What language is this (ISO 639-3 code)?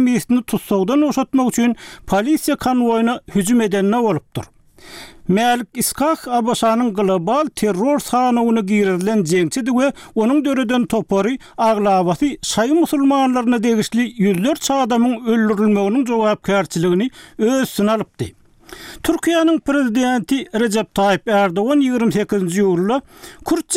tuk